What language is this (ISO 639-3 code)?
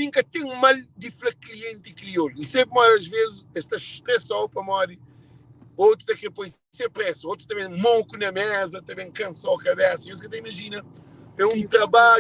kea